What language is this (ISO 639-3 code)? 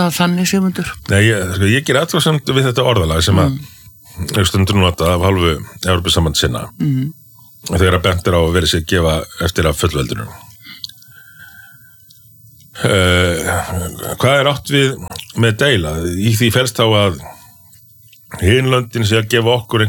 isl